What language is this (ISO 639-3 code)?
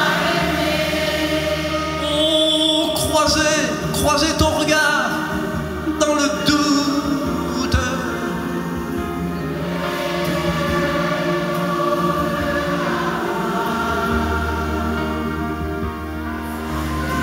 fra